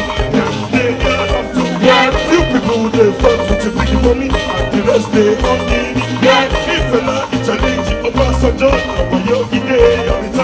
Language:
Nigerian Pidgin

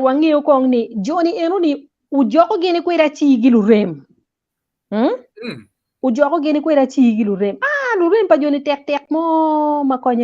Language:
Acoli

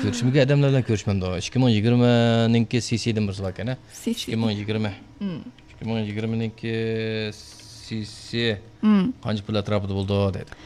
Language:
Uyghur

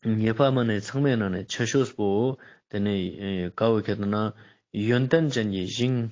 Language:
Ladakhi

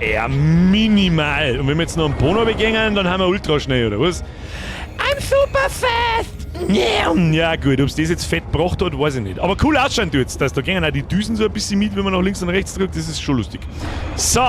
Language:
Bavarian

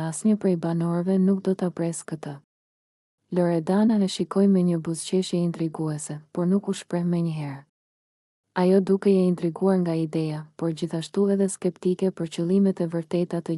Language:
Albanian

